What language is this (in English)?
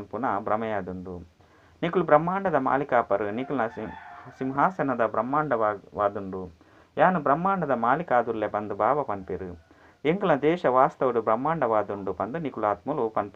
Tulu